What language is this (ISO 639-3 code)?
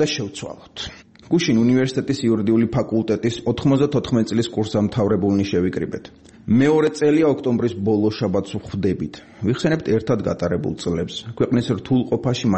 kat